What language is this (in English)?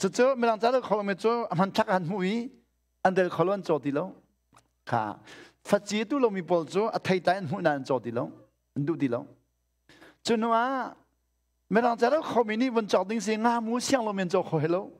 Hakha Chin